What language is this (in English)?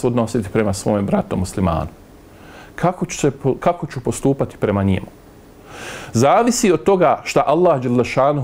Bosnian